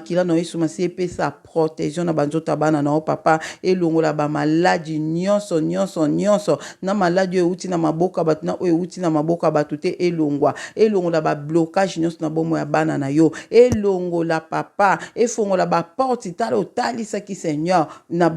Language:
Lingala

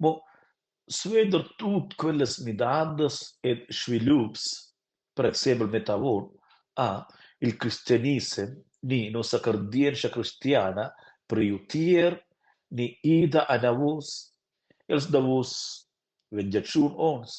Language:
Romansh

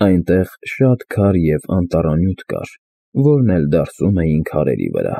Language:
Armenian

